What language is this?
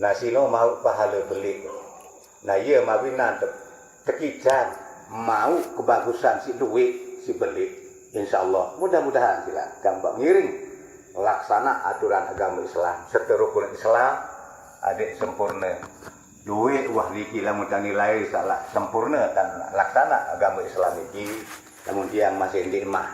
Sasak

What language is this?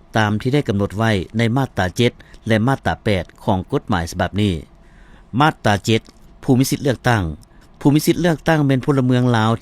Lao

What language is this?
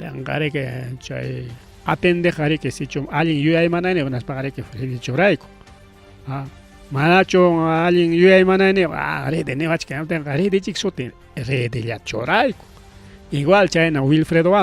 Ayacucho Quechua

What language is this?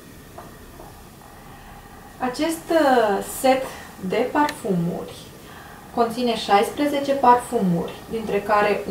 Romanian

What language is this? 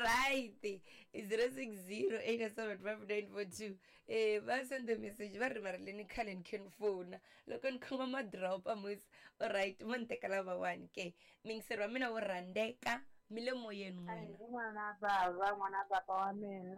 Tsonga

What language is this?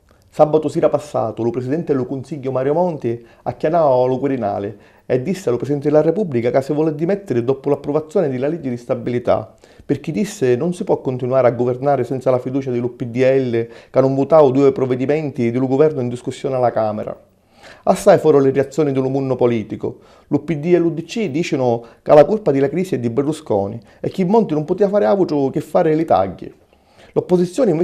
Sicilian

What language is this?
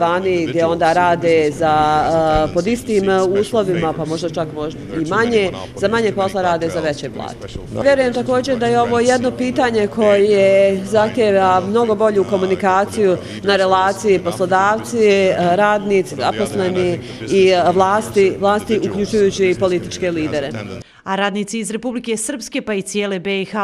Bosnian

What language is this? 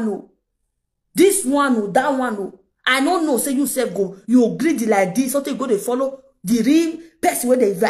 Nigerian Pidgin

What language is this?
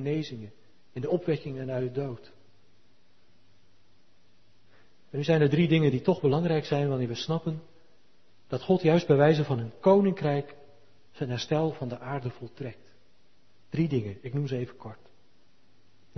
Dutch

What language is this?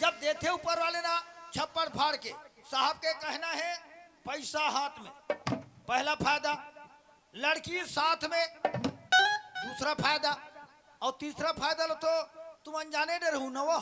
Chhattisgarhi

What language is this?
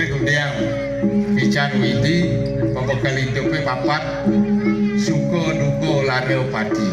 Balinese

